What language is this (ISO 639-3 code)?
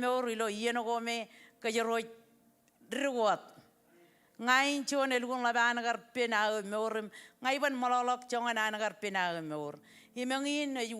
mah